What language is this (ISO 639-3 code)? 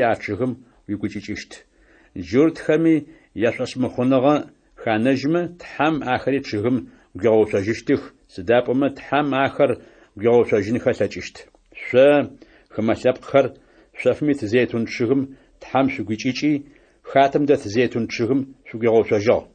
ady